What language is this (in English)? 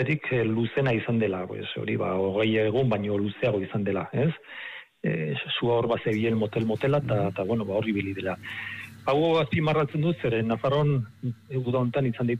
Basque